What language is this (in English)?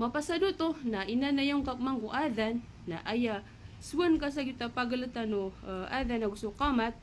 Maranao